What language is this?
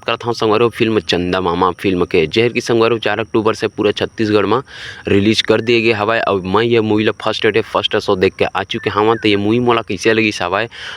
Chhattisgarhi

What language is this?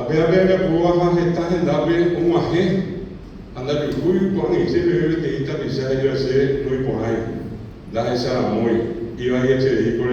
Guarani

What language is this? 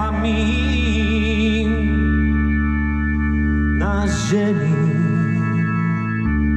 Polish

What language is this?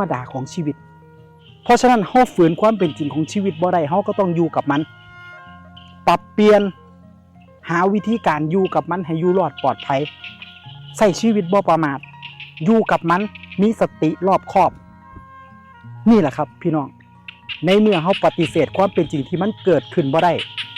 Lao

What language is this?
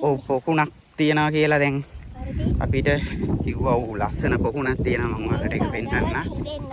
Sinhala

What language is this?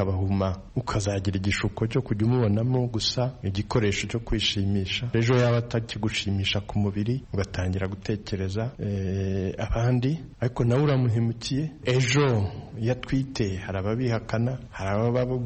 Kinyarwanda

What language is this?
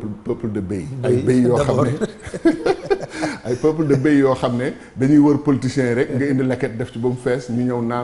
Wolof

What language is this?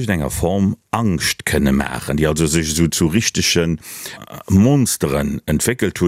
Luxembourgish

